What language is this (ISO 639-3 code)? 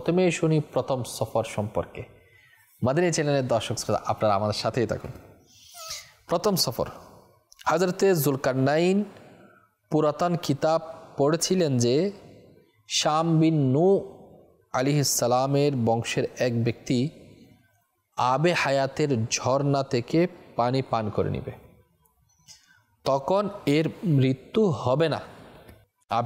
ben